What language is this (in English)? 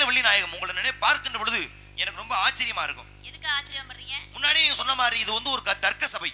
Tamil